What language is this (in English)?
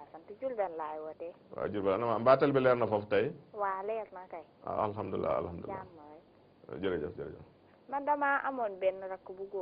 Wolof